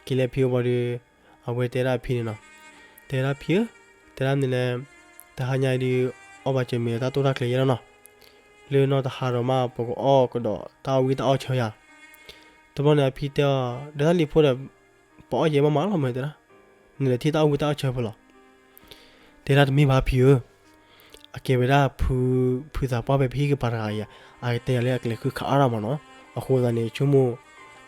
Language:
S'gaw Karen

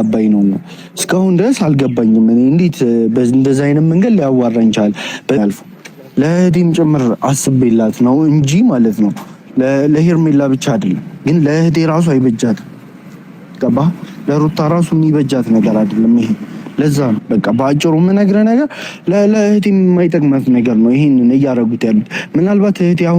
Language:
Amharic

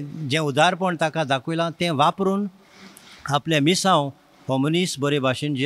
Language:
Konkani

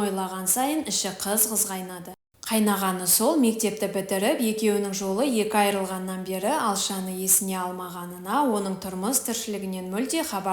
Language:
Kazakh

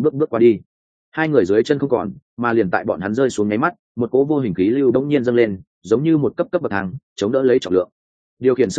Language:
Vietnamese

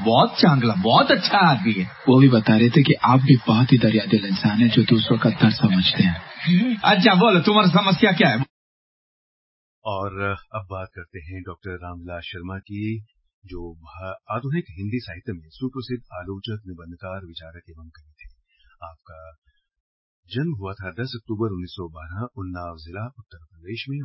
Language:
Hindi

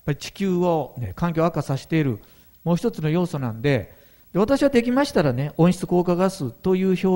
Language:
Japanese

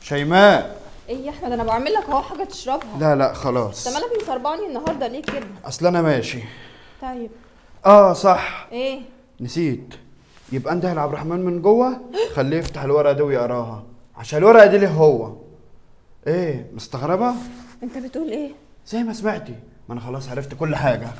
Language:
Egyptian Arabic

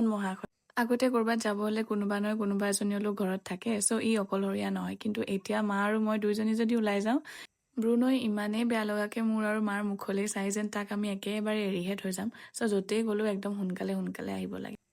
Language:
Assamese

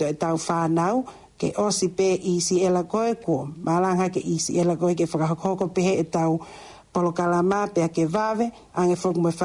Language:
Tongan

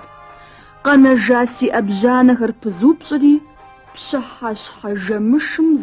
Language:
Kabardian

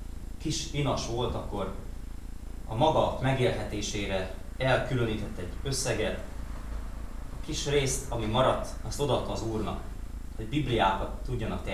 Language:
Hungarian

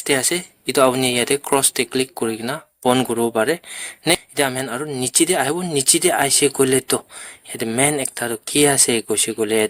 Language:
Naga Pidgin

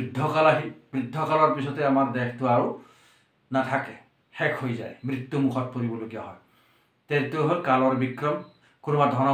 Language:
Assamese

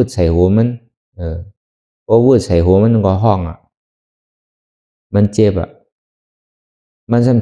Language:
Shan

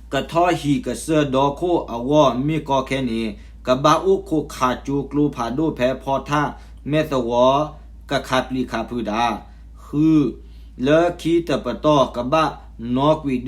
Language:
S'gaw Karen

